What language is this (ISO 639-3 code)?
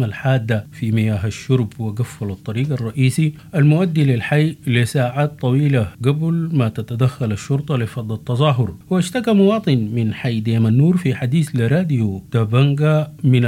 apd